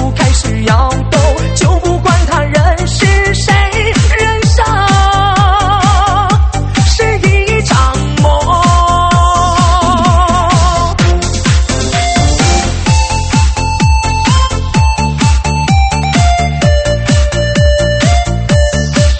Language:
Chinese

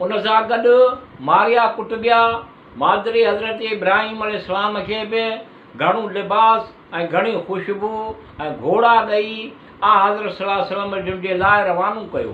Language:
Sindhi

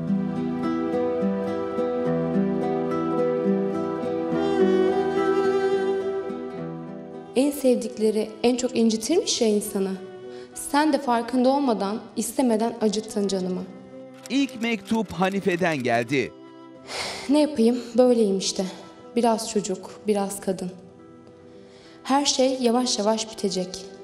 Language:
Turkish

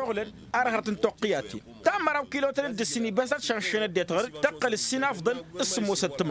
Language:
Tamasheq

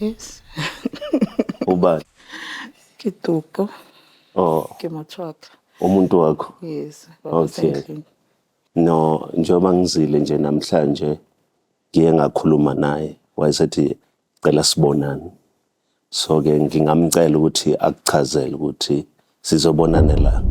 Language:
Zulu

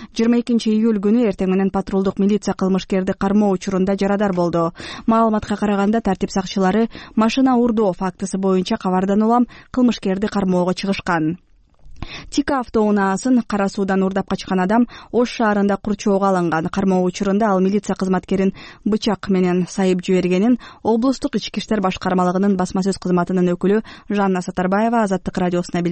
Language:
Kyrgyz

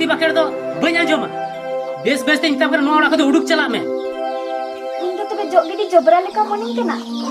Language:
Santali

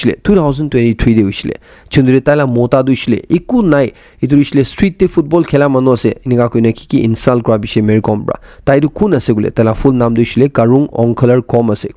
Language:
Naga Pidgin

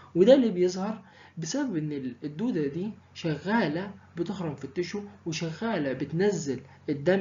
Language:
Egyptian Arabic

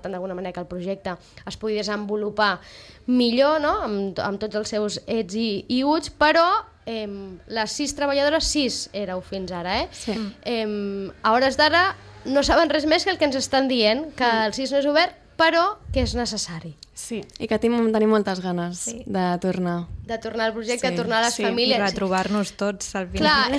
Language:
Catalan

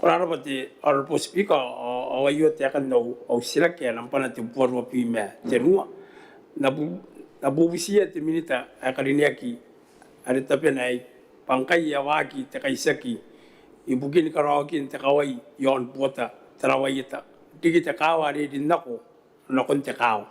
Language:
Gilbertese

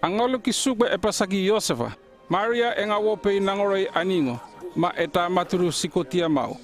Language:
North Efate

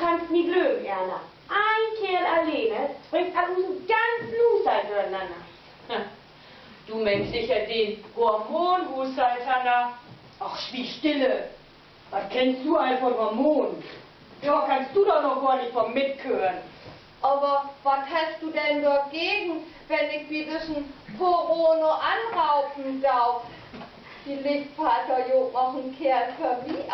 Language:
Low German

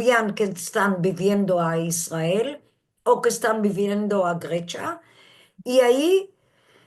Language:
Ladino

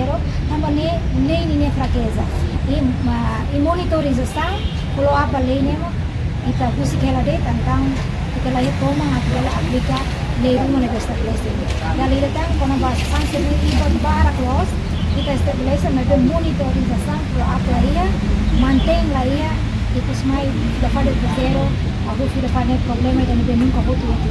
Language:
Tetum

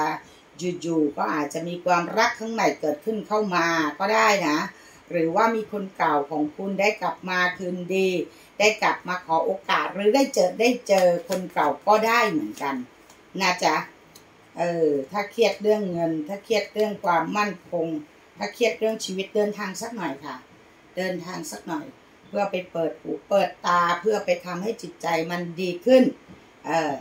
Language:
Thai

